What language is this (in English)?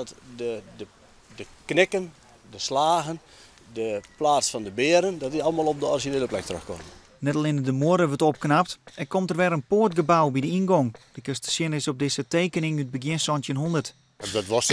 Western Frisian